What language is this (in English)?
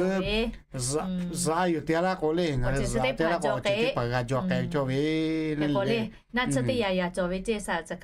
Lahu